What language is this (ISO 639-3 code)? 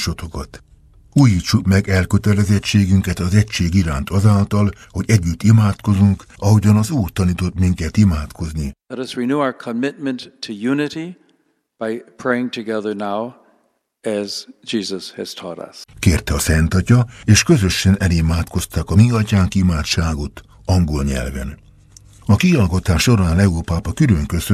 hun